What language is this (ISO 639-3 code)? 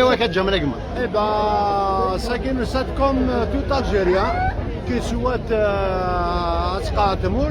arq